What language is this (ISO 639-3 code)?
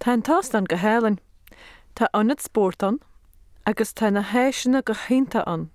gle